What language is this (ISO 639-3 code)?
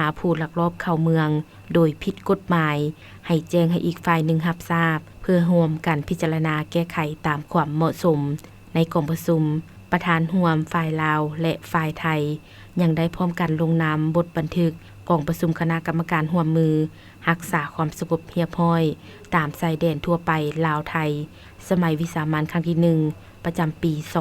lao